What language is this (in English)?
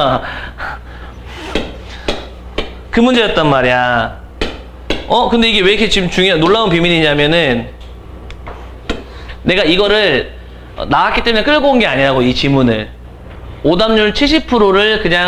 Korean